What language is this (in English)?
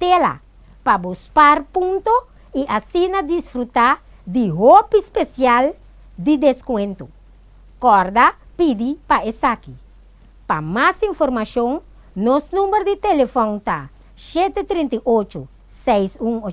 Papiamento